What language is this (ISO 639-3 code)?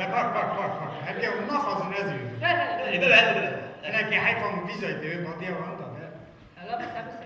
kur